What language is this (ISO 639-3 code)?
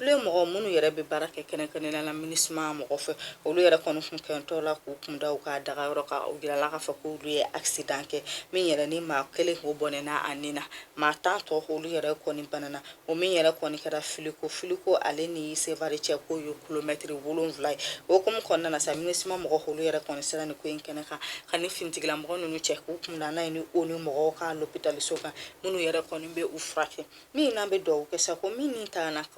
bam